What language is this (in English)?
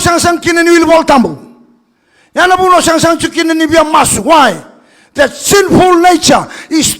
Fijian